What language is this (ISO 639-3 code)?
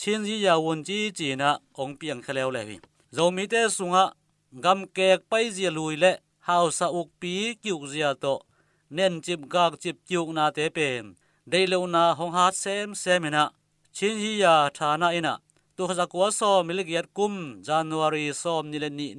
ctd